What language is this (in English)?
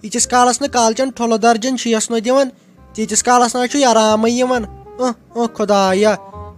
Kashmiri